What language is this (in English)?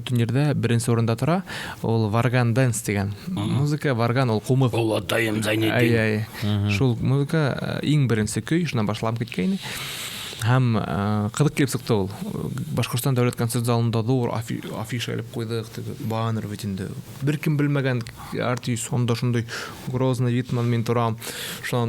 Bashkir